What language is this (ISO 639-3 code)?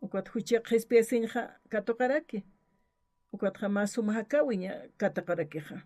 aym